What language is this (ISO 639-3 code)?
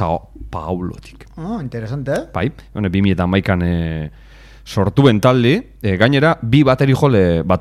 eus